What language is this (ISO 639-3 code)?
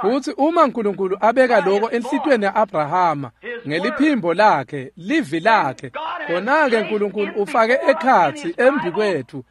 ssw